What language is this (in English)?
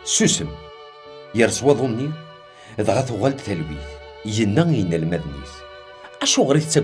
Kabyle